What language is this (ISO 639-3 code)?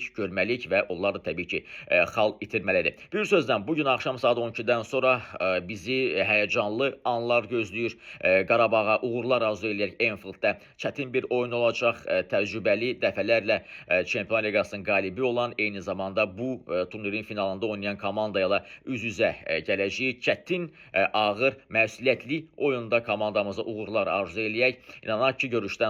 aze